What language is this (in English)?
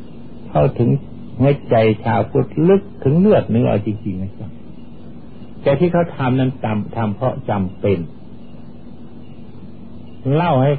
Thai